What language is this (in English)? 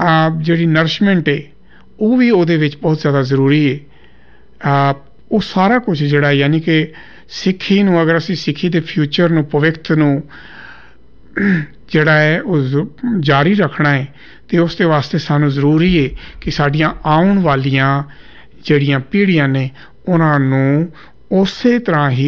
Punjabi